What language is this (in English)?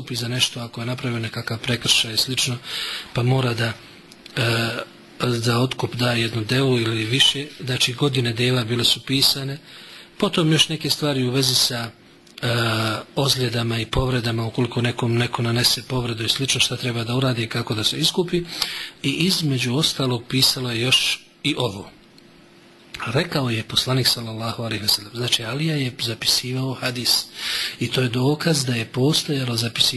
Bosnian